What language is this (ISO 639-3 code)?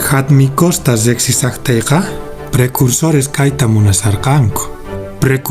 que